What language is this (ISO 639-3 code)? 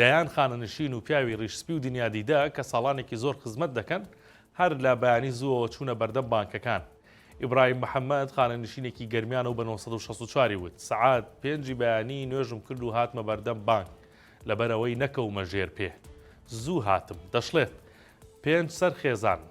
ckb